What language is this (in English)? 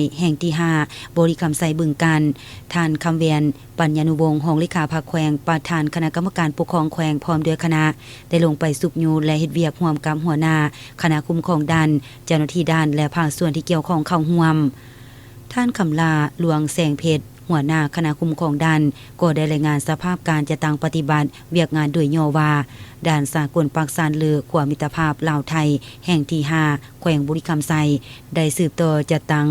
Lao